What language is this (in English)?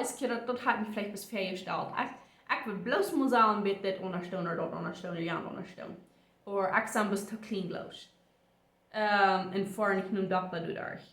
Plautdietsch